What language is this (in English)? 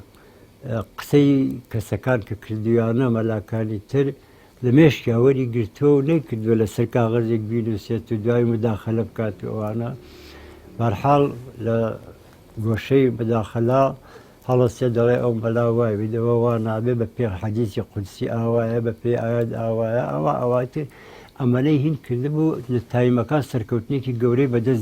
Central Kurdish